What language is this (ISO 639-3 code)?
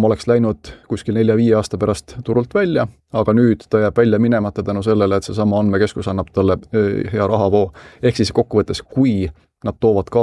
est